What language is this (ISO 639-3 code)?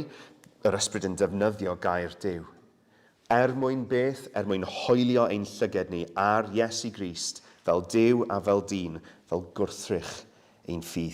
cym